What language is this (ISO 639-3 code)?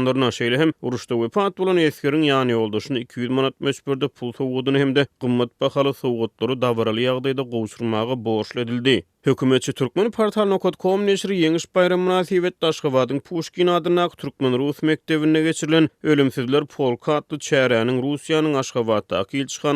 tuk